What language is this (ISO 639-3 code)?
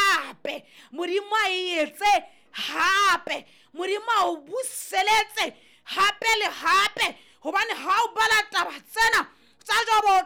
sot